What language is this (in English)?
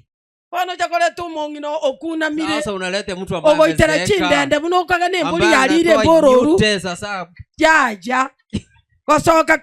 Gusii